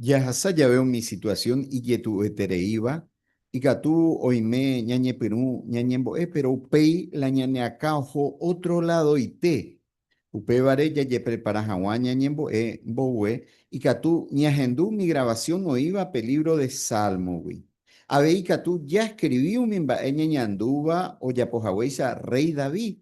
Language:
Guarani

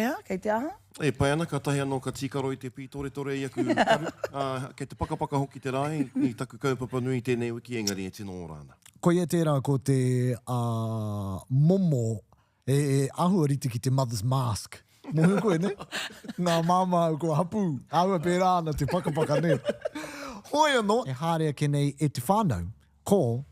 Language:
Māori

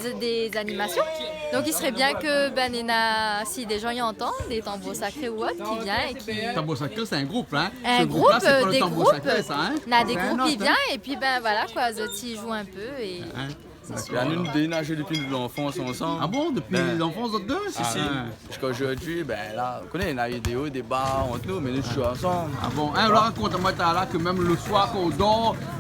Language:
Réunion Creole French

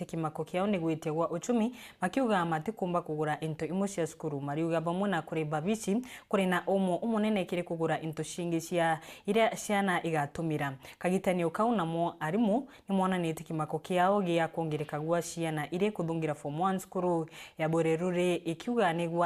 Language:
Meru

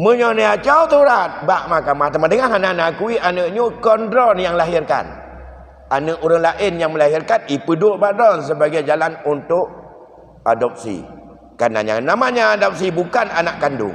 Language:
Achinese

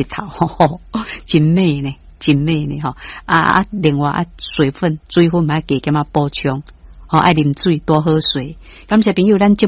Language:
Min Nan Chinese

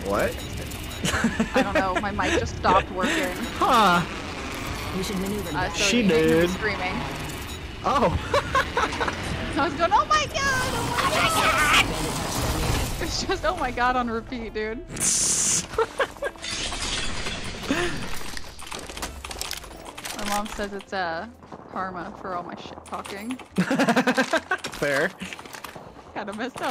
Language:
English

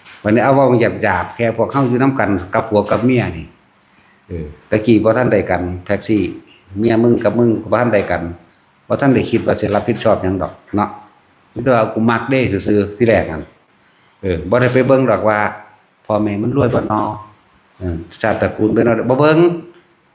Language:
Northeastern Thai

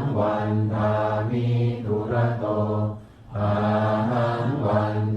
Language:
Pali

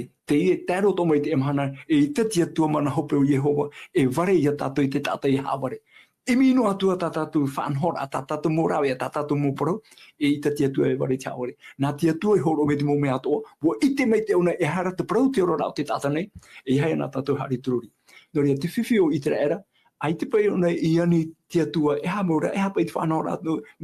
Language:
Tahitian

